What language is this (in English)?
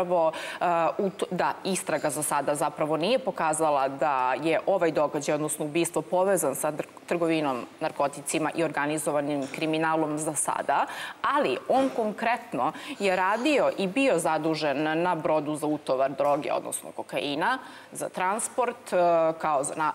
Serbian